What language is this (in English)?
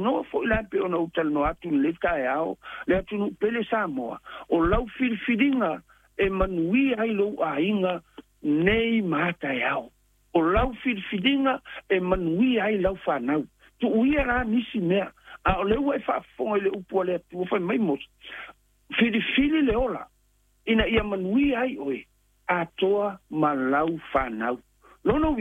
Samoan